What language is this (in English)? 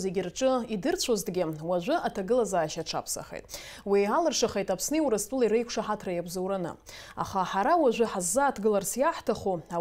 Abkhazian